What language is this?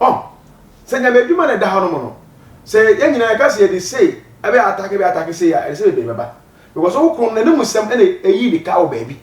Akan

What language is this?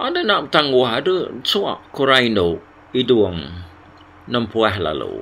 Iban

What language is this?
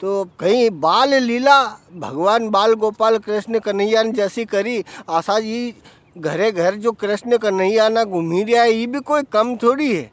Rajasthani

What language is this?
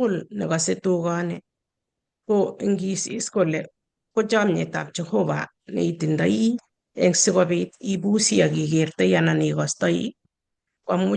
Kalenjin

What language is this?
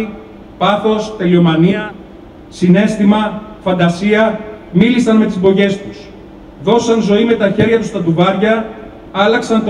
Greek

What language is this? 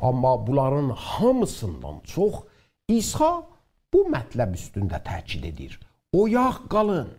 South Azerbaijani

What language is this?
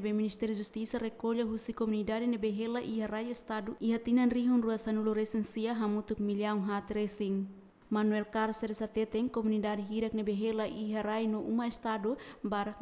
Tetum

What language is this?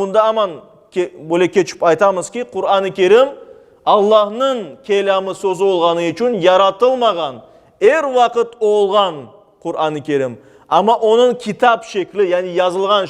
Crimean Tatar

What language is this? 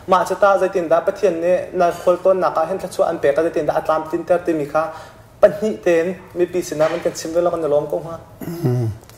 Hakha Chin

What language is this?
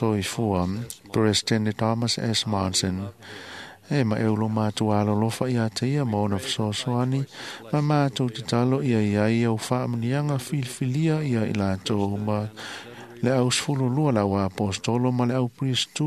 Samoan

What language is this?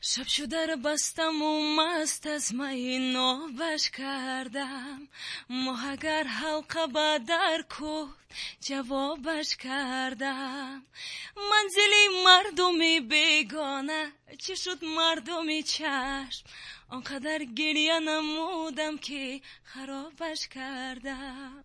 Tajik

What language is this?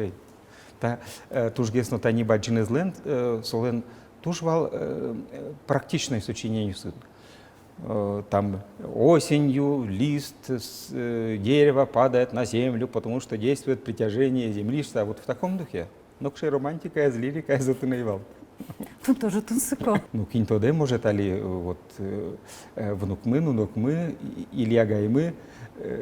Udmurt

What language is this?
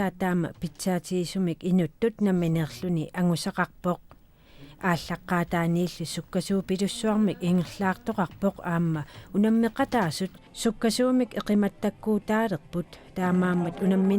Kalaallisut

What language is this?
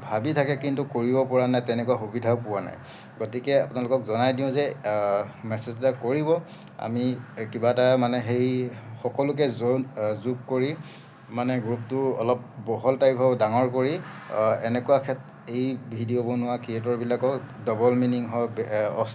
Assamese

